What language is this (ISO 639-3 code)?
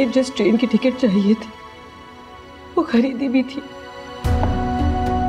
hin